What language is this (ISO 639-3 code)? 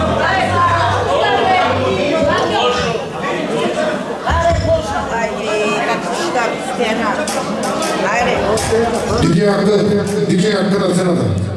bul